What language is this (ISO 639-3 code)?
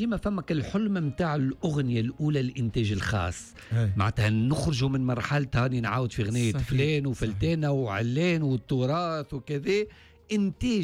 aeb